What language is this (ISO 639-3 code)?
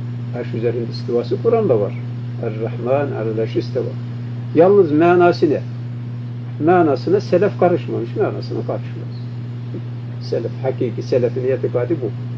tur